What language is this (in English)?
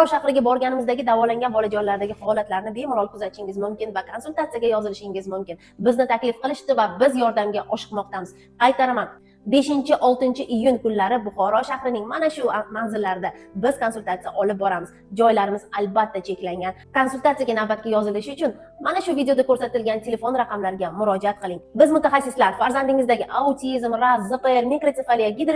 Uzbek